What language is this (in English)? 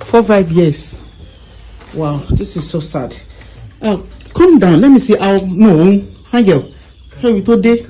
Nigerian Pidgin